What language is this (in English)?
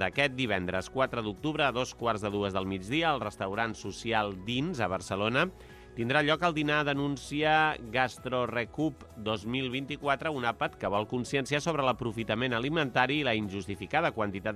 Catalan